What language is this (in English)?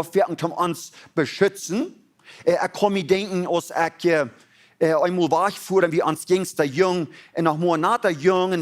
Plautdietsch